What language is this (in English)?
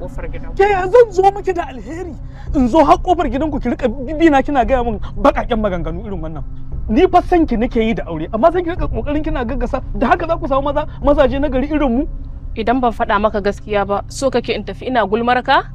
Hausa